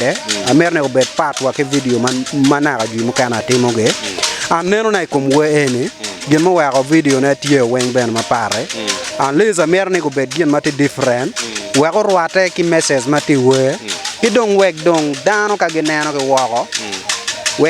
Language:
Acoli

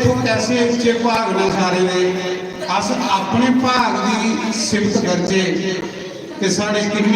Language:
Dogri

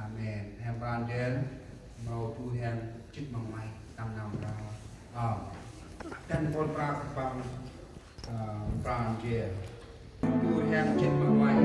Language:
Central Mnong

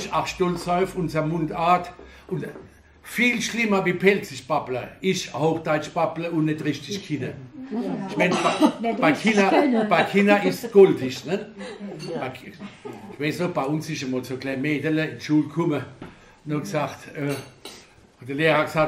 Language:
Palatine German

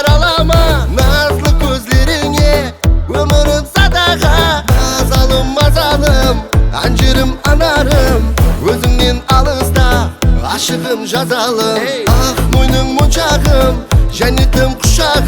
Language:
Kara-Kalpak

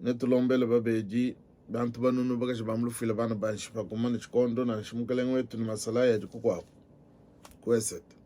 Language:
Luba-Lulua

